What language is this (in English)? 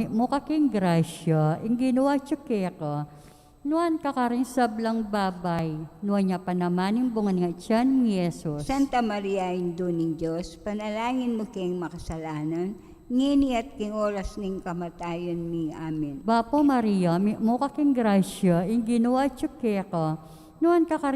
Pampanga